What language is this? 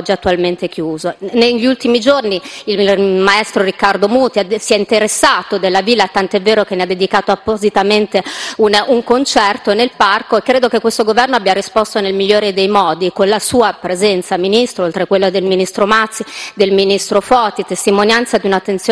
Italian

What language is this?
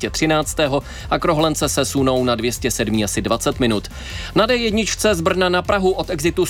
Czech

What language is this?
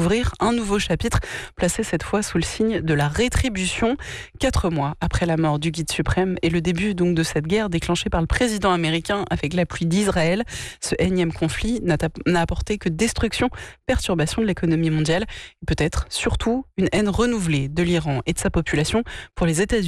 French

